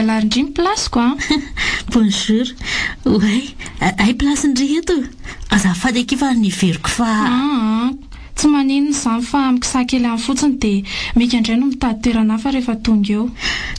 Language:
Malagasy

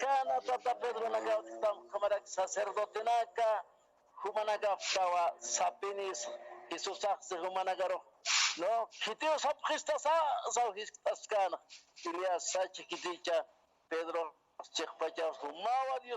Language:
Aymara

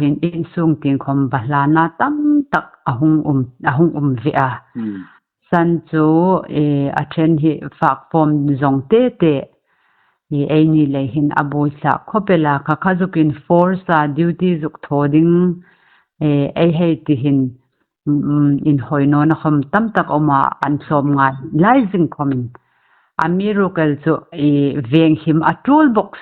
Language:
Hmar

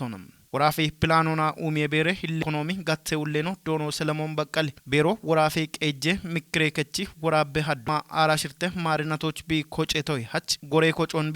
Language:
Kafa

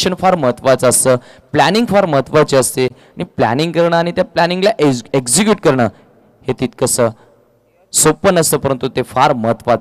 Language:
Marathi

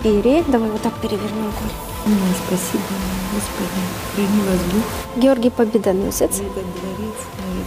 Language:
Russian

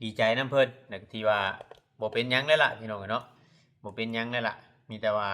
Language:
Lao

